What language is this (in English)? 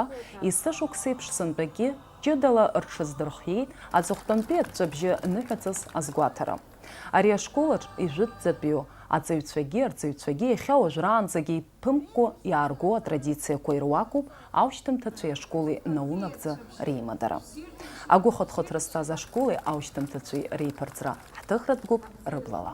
Abkhazian